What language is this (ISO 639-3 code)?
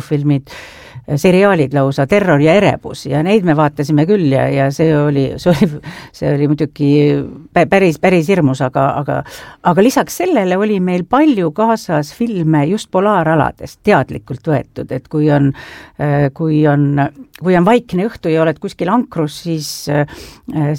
est